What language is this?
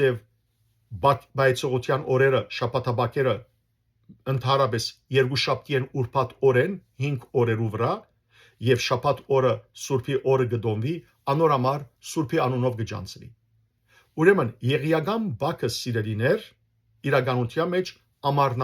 Western Armenian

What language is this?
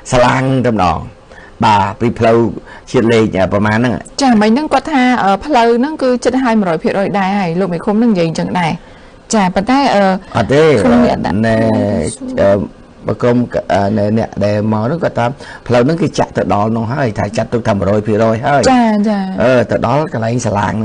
Khmer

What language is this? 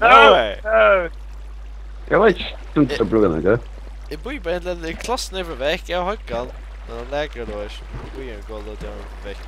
Faroese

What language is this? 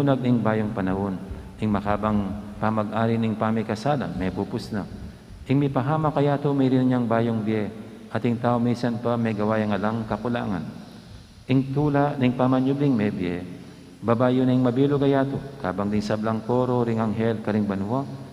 Pampanga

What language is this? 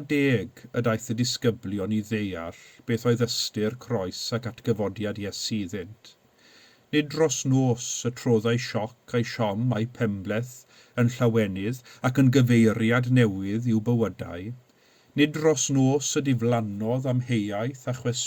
Welsh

